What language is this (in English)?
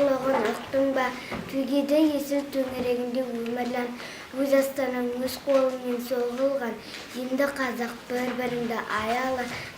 Kazakh